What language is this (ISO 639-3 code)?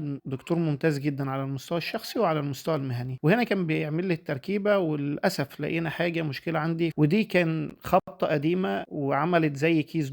arz